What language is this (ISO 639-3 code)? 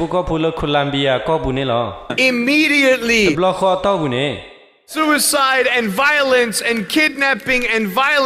ksw